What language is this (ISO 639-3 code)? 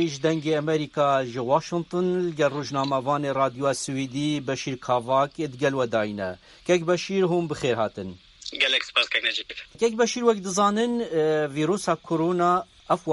kur